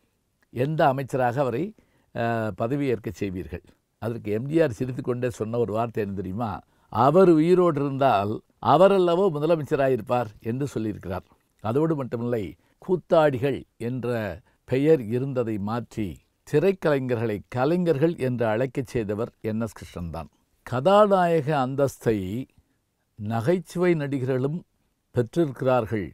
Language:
Tamil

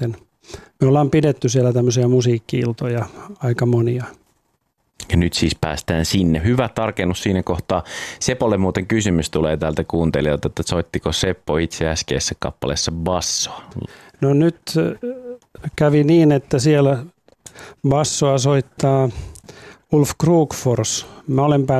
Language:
Finnish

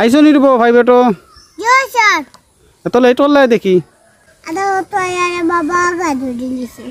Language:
Sylheti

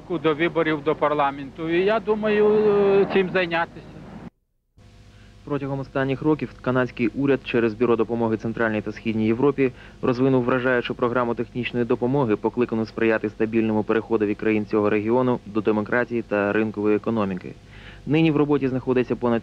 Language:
Ukrainian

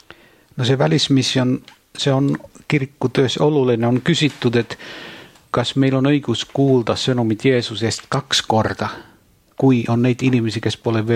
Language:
Estonian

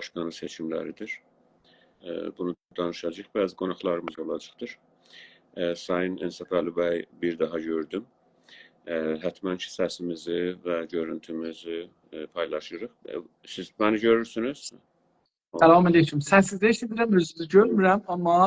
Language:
South Azerbaijani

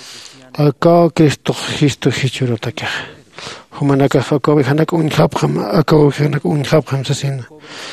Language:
Aymara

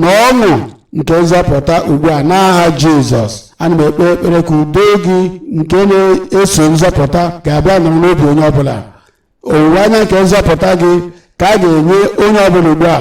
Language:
Igbo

